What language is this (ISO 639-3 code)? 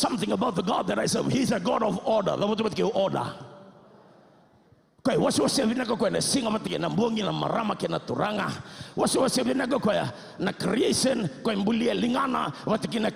fij